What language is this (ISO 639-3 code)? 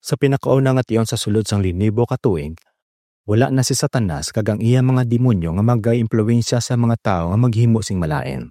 hil